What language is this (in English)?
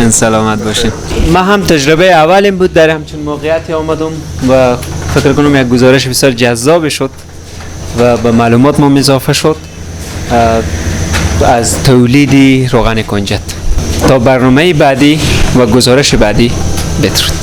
Persian